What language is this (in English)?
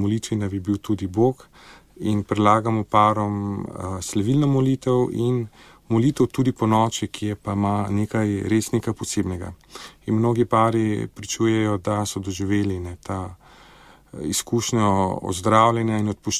Slovenian